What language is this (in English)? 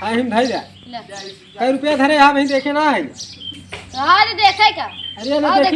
Awadhi